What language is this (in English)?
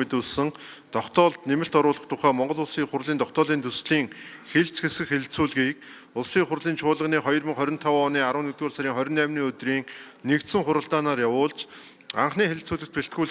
Mongolian